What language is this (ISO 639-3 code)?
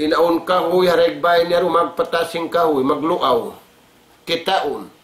tsg